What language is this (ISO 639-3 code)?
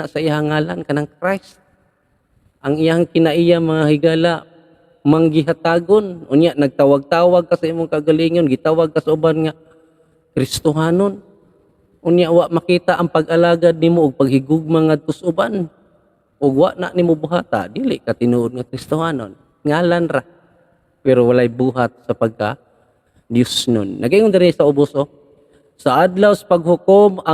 ceb